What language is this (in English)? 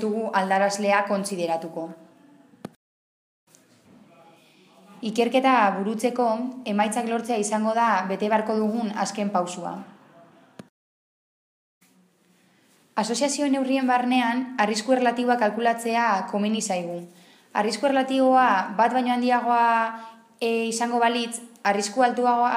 Basque